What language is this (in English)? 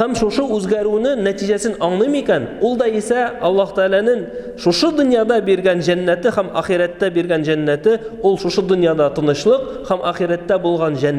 Tatar